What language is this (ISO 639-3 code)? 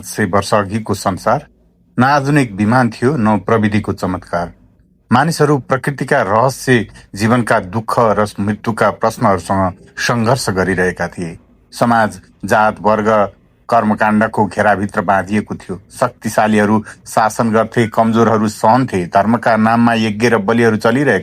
nep